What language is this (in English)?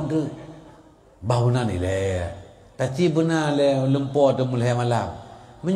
Achinese